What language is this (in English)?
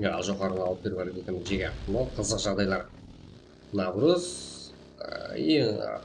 Kara-Kalpak